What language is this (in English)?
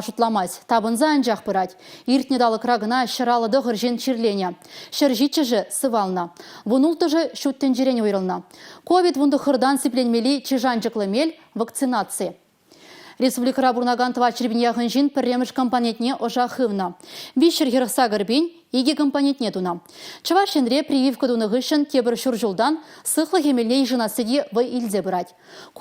Chuvash